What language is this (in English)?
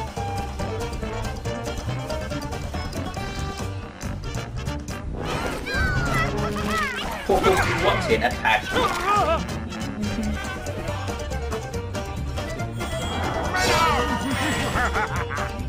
Thai